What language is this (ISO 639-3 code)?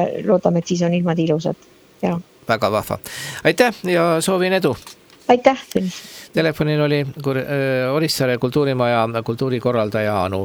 est